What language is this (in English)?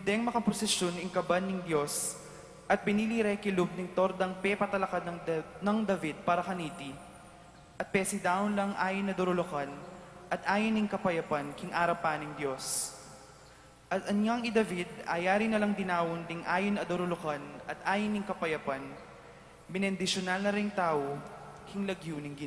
Pampanga